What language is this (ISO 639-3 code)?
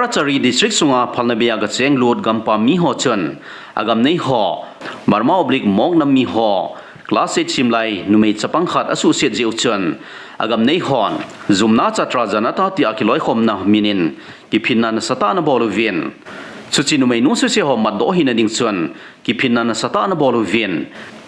tcz